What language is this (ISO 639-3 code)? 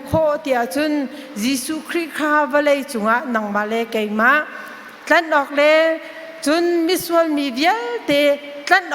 cnh